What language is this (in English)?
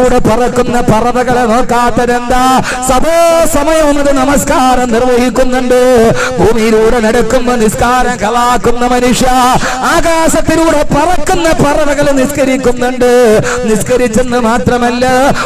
Malayalam